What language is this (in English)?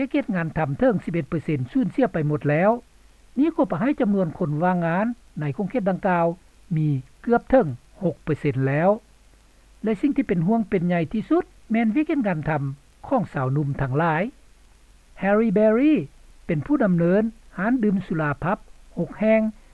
Lao